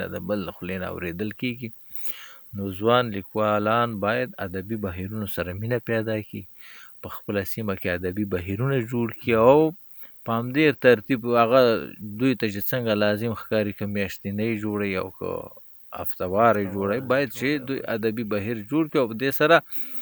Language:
Pashto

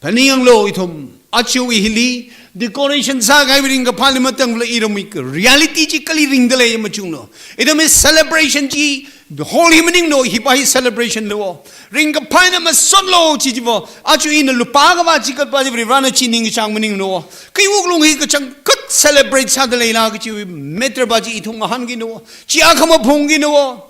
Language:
Tangkhul Naga (India)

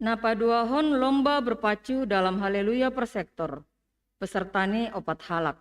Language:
Batak Simalungun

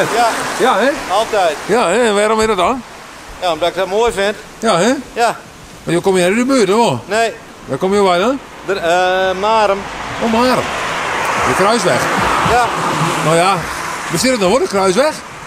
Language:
Western Frisian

